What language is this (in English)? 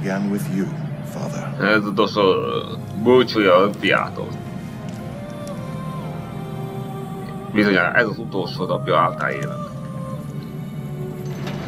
Hungarian